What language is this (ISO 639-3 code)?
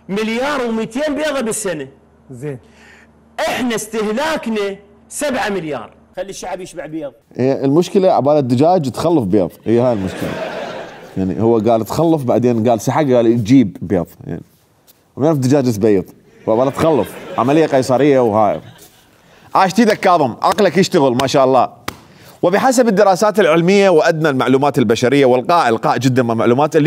acm